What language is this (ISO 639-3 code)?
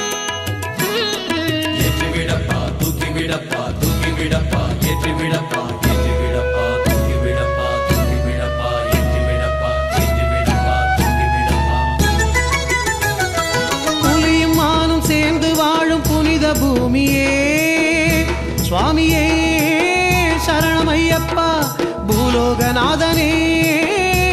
tam